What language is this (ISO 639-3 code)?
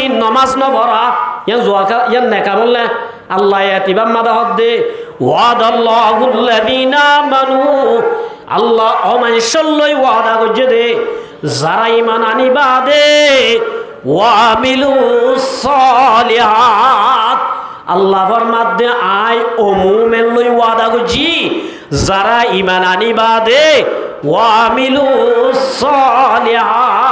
rhg